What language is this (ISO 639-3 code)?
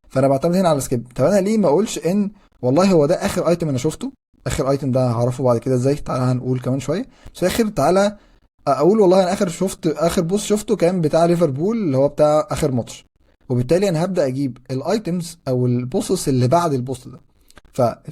arz